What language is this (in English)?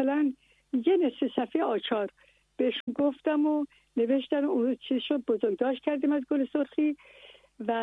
Persian